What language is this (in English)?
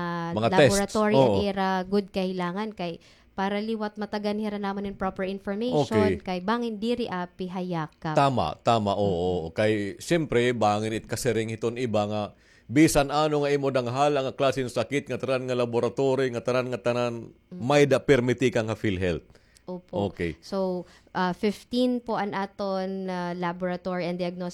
Waray